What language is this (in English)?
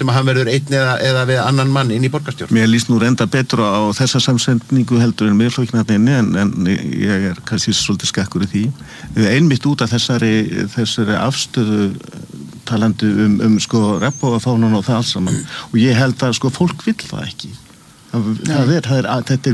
Icelandic